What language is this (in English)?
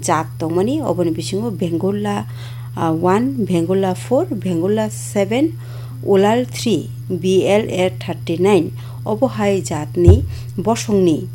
Kok Borok